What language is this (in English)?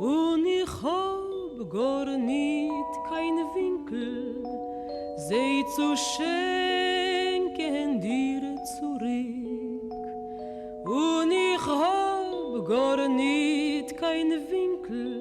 Yiddish